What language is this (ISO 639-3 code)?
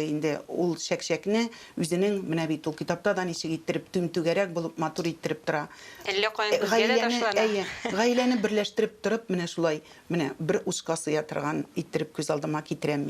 tat